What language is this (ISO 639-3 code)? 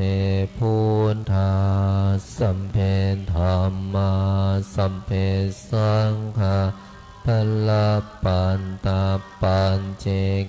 pli